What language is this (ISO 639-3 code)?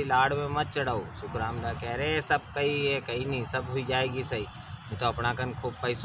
raj